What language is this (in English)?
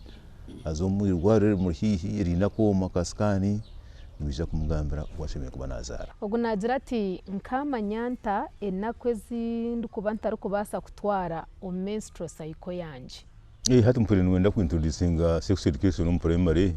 Nyankole